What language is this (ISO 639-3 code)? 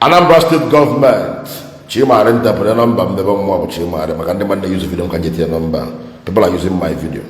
ibo